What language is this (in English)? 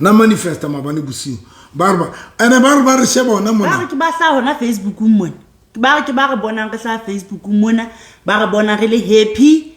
Southern Sotho